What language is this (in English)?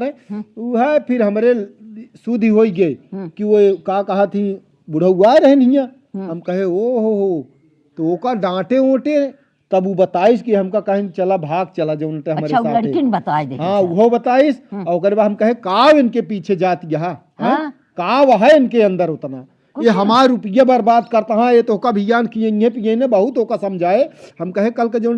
Awadhi